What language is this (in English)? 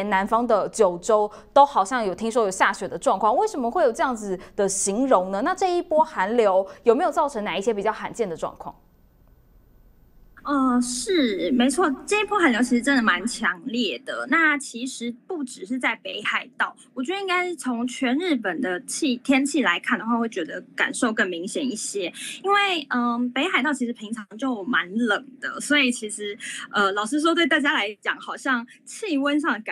Chinese